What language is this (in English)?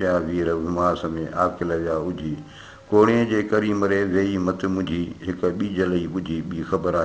Sindhi